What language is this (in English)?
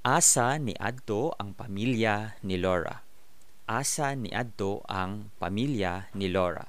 Cebuano